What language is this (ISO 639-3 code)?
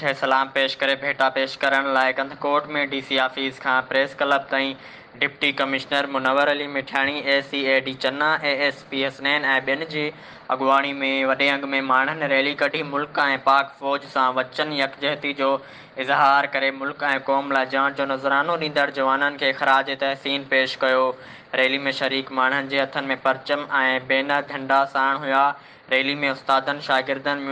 snd